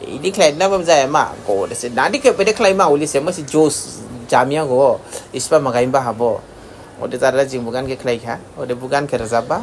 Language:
Dimasa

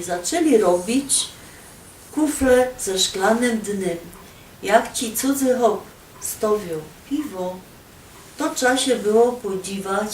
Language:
Silesian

